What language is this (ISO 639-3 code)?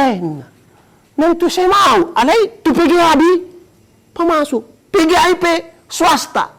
bbc